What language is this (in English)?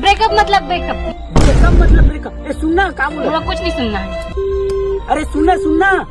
Chhattisgarhi